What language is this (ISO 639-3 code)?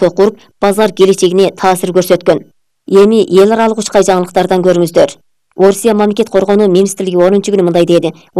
kir